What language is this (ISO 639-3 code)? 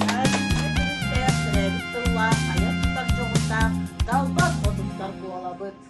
sah